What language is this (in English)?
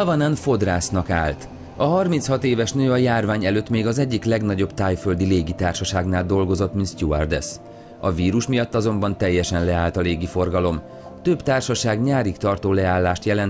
Hungarian